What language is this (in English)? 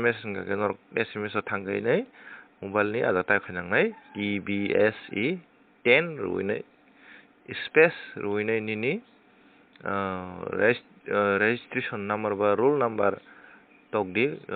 Kok Borok